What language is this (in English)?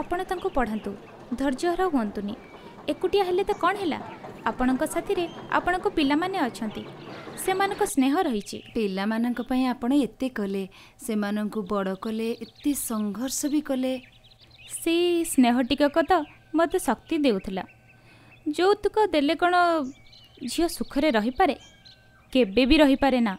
Odia